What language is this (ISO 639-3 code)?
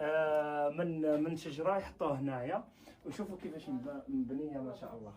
arq